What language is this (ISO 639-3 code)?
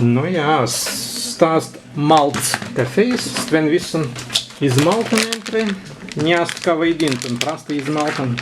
prg